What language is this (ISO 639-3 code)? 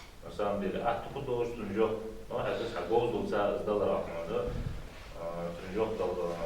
inh